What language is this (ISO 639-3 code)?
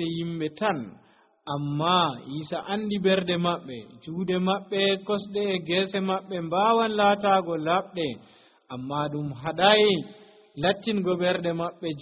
fuv